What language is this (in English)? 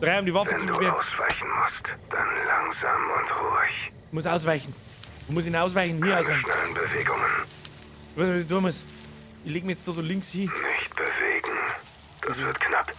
Bavarian